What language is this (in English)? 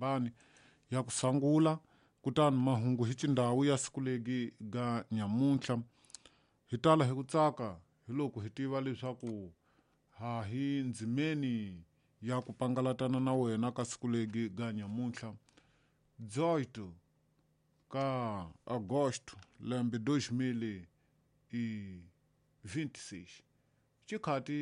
Tsonga